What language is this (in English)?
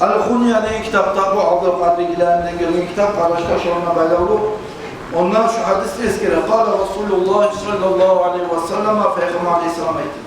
Kumyk